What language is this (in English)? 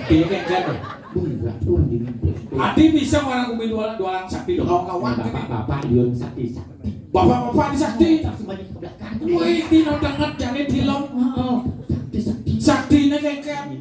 Balinese